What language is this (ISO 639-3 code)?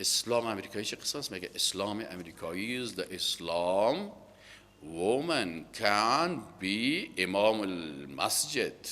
fas